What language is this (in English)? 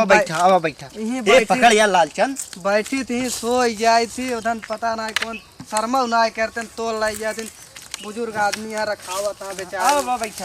Awadhi